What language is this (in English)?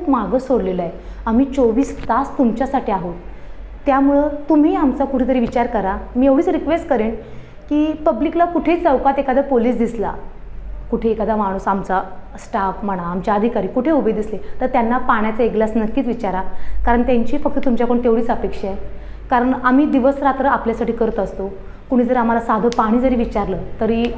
Marathi